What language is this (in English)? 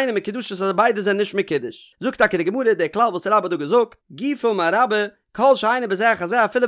Yiddish